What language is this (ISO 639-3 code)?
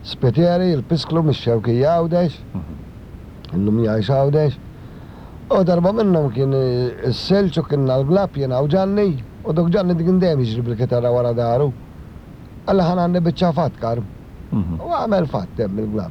mlt